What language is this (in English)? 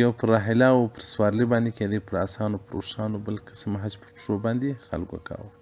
Pashto